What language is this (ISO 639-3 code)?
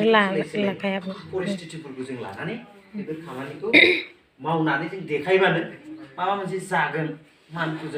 brx